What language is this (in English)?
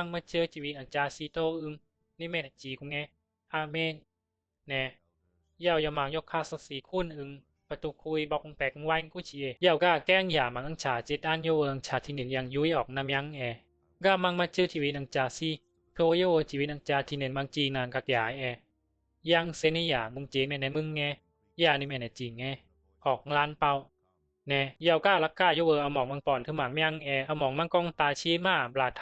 Bisu